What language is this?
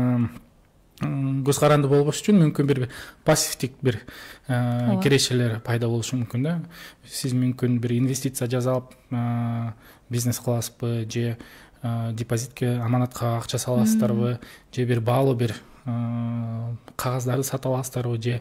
Kyrgyz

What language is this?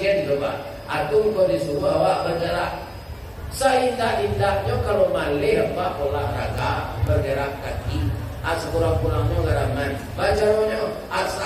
Minangkabau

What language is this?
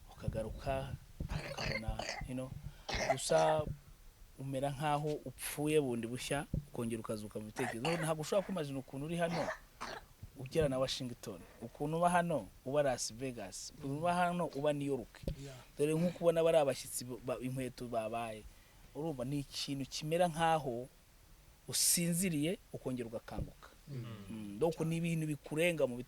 Kinyarwanda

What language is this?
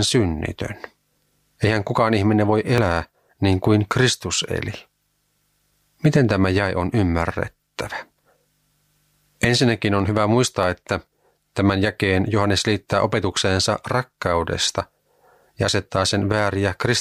Finnish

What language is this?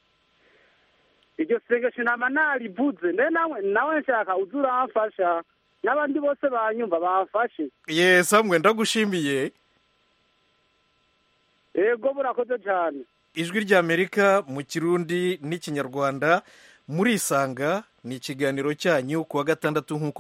Kinyarwanda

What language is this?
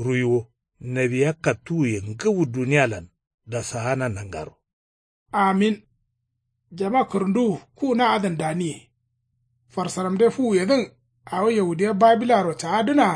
Kanuri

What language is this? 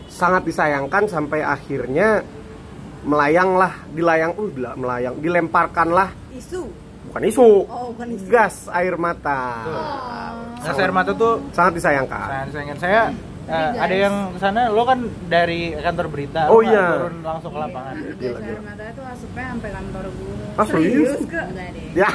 Indonesian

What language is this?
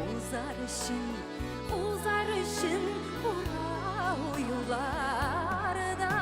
Tatar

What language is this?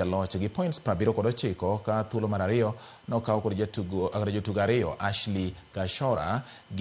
Luo (Kenya and Tanzania)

